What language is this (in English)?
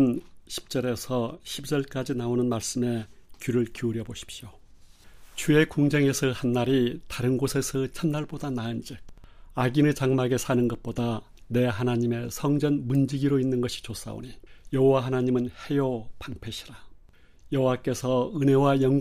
Korean